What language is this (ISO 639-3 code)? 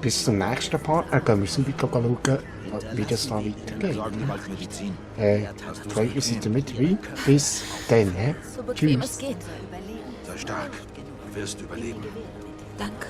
gsw